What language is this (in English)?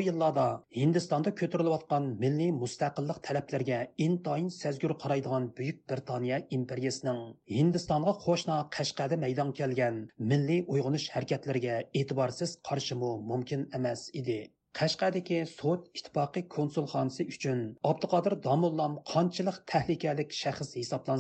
Uyghur